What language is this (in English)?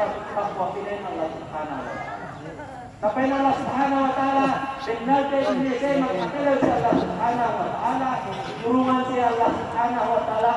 Yakan